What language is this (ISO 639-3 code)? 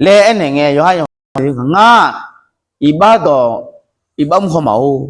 ahk